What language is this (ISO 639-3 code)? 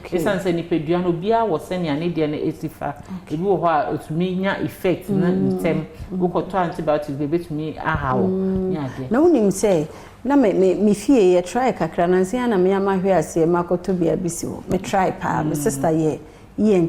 aka